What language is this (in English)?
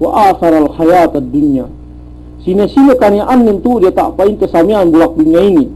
Yakan